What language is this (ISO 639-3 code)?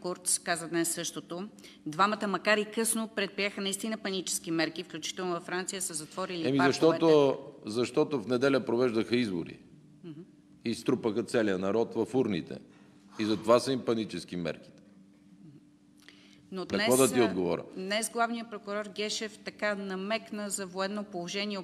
bul